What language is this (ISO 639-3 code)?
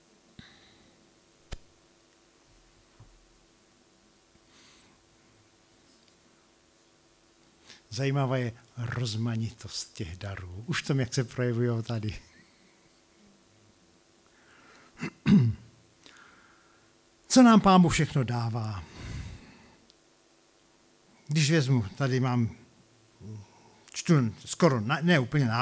ces